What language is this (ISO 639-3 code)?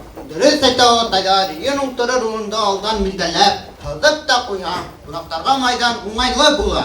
bak